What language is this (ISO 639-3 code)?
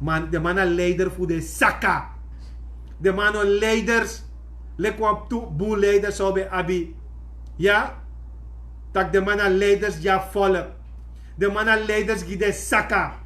srn